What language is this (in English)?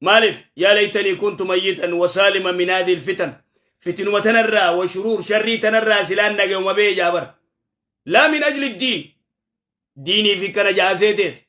Oromo